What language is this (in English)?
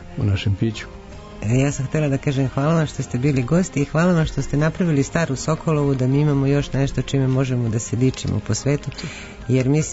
Serbian